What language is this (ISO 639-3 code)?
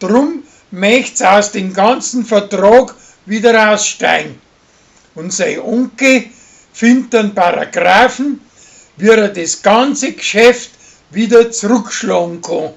bar